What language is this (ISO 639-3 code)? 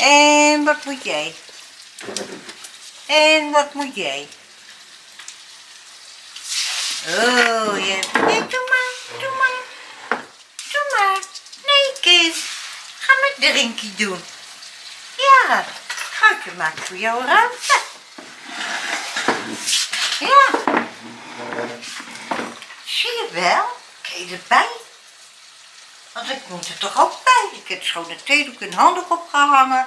nld